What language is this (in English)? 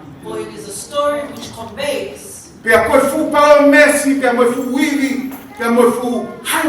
Tongan